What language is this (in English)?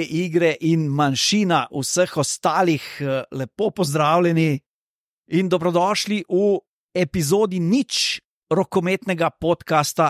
Slovenian